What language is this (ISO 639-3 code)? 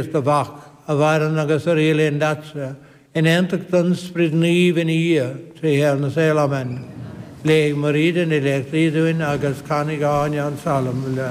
gle